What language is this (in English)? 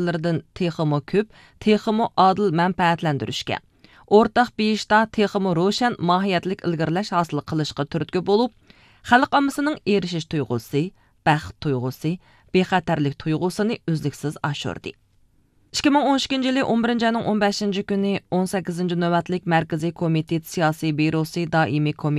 Uyghur